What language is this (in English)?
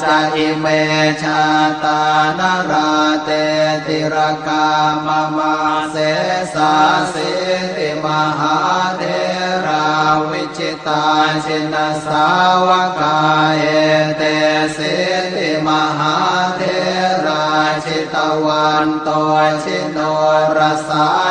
Pali